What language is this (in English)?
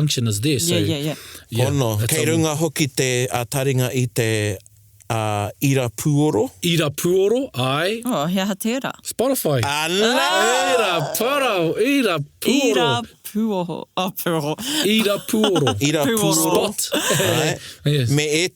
Māori